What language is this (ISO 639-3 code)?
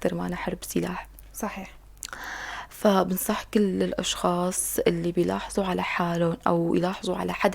apc